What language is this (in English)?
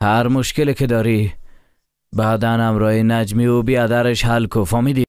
Persian